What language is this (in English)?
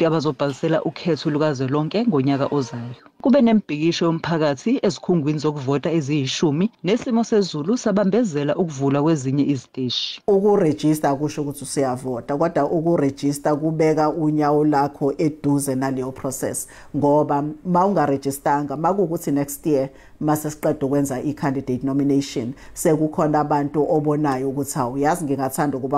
Zulu